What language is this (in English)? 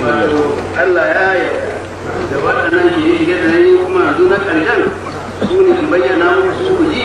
Hausa